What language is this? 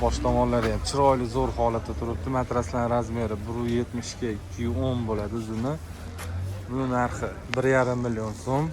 Uzbek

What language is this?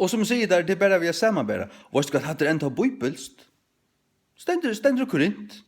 Faroese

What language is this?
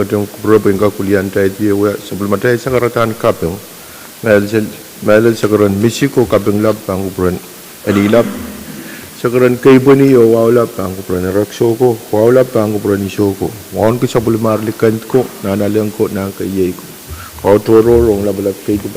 Pohnpeian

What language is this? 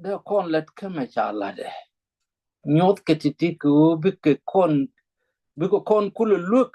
Nuer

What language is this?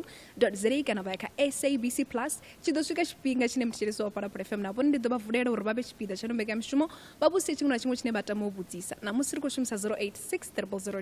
Venda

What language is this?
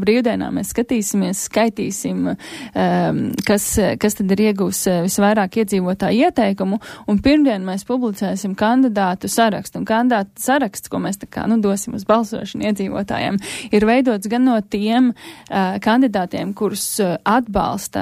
Latvian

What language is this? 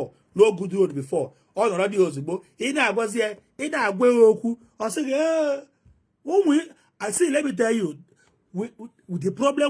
Igbo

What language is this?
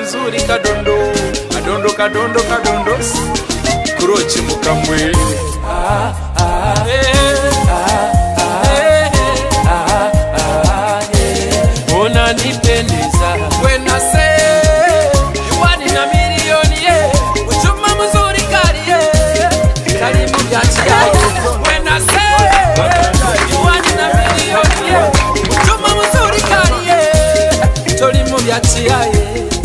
Swahili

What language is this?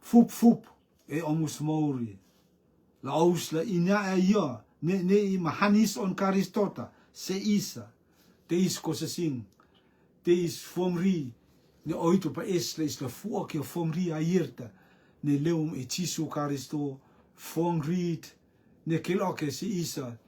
Rotuman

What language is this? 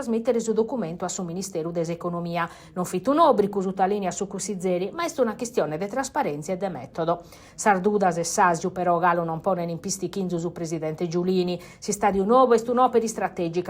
Sardinian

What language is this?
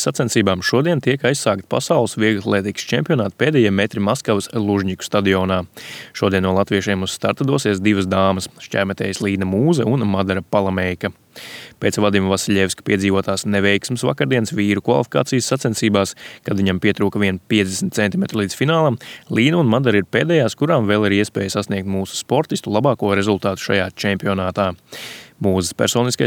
Latvian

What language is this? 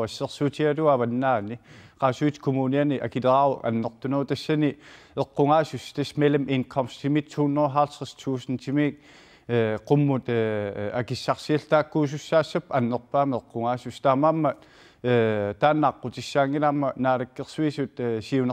Kalaallisut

